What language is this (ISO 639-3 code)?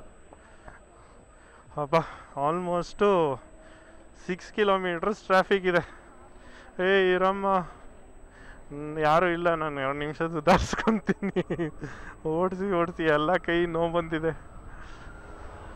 kan